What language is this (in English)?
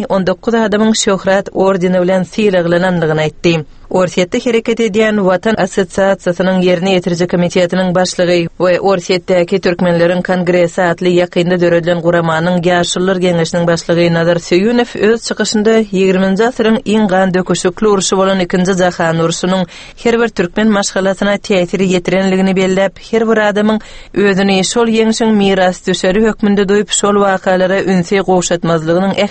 Turkmen